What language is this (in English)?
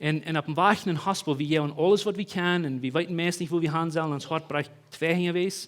Plautdietsch